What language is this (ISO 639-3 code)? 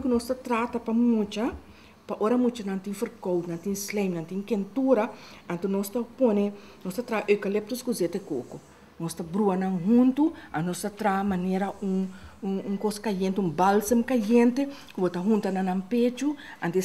pap